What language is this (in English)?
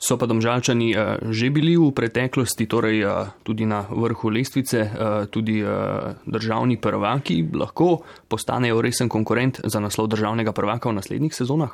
Slovenian